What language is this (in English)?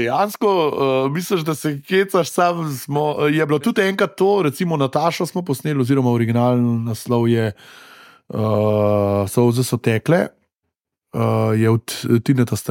Slovenian